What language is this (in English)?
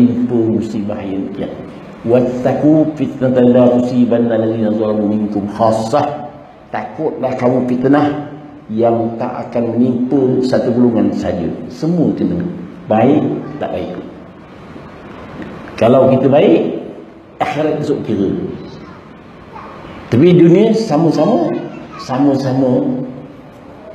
Malay